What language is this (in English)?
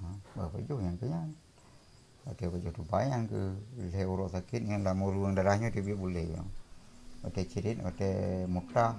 Achinese